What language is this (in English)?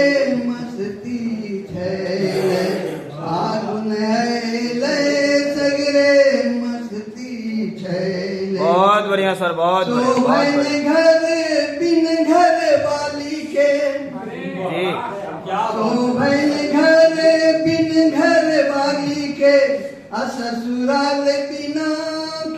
Angika